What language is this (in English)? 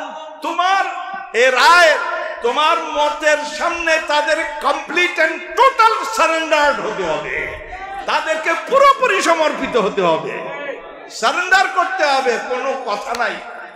Bangla